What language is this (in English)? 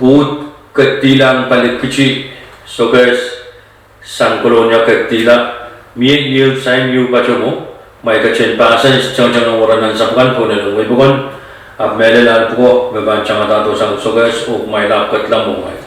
Pohnpeian